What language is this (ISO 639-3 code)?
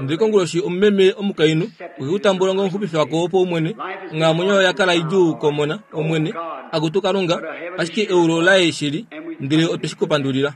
kua